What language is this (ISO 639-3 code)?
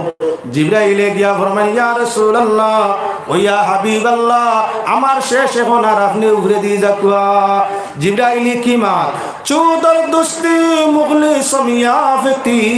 syl